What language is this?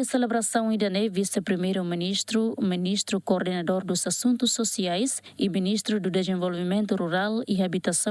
Tetum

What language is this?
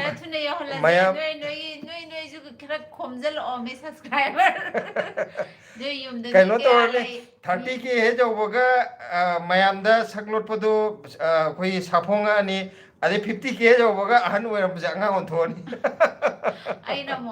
Manipuri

